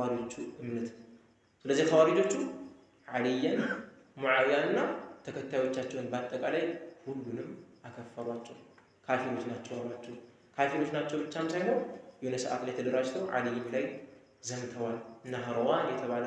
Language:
Amharic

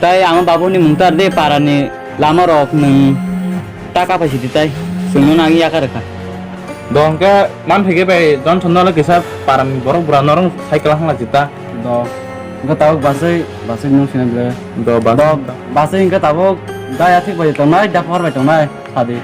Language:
Kok Borok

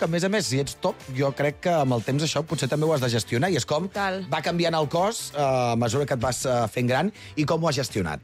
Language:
Catalan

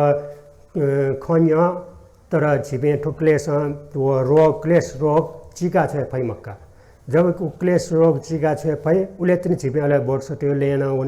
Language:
Newari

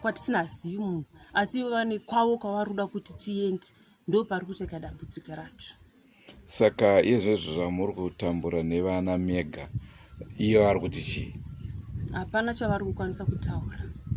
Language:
Shona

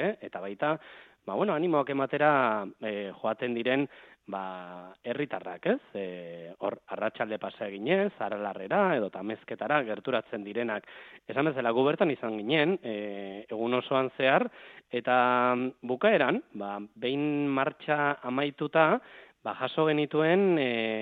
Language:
Basque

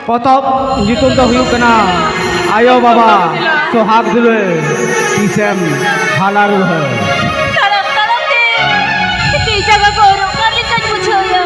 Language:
Santali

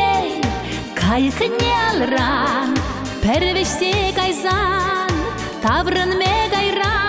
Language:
Chuvash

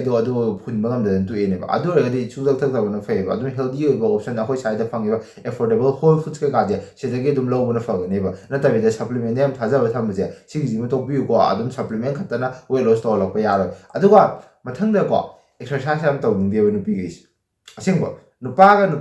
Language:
Manipuri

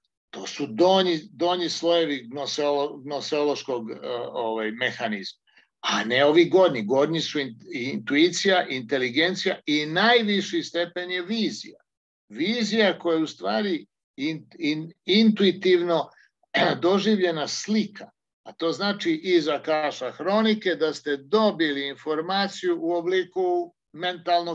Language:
Serbian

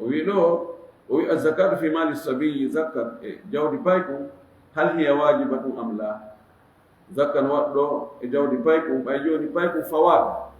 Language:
Fula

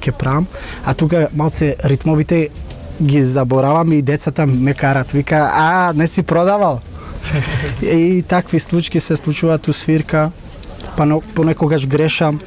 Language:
Macedonian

